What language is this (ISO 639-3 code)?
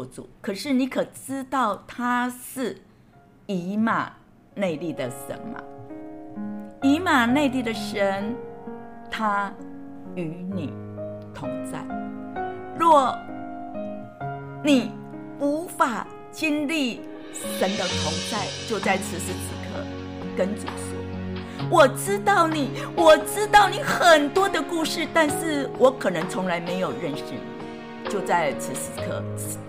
zho